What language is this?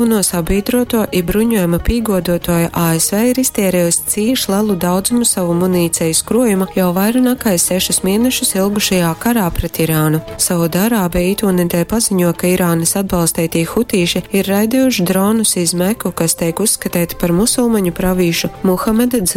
Latgalian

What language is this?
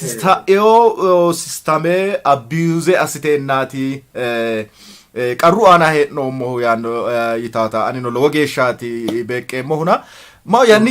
Sidamo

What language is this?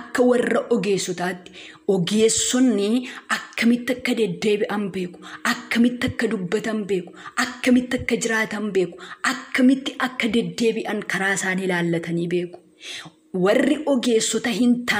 Oromo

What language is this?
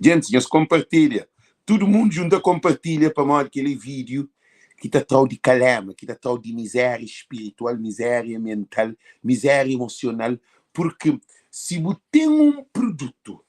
Kabuverdianu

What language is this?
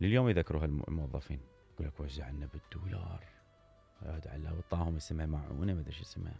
Mesopotamian Arabic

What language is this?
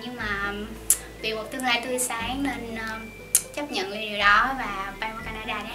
Vietnamese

